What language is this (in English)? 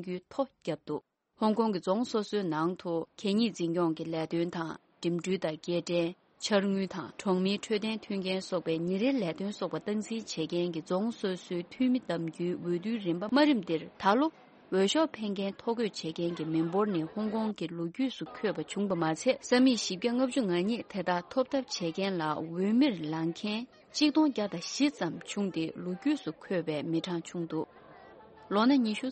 Tibetan